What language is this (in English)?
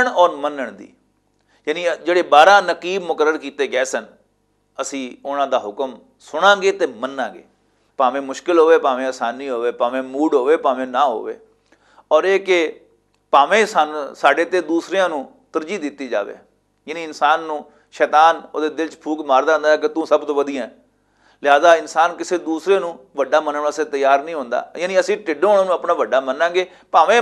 Western Panjabi